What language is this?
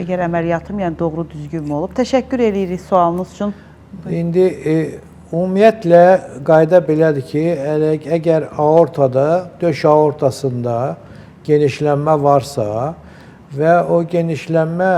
Azerbaijani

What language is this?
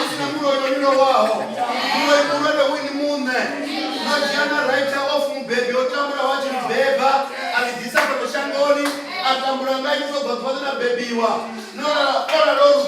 Venda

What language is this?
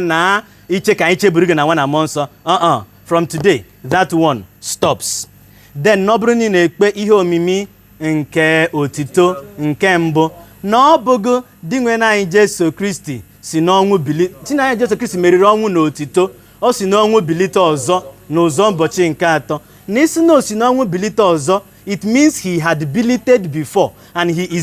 Igbo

